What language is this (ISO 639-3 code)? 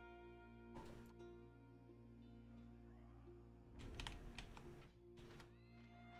tur